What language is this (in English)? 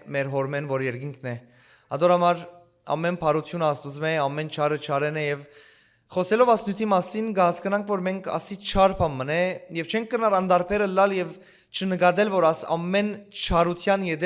Western Armenian